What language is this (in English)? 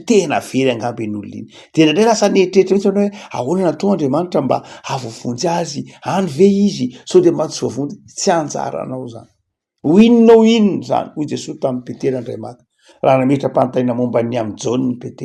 Malagasy